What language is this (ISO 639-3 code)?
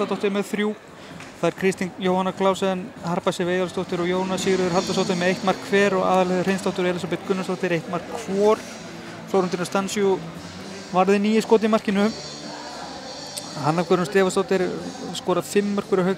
isl